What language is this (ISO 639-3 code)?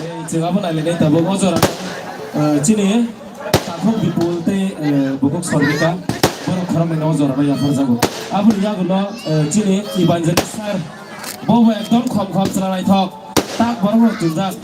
trp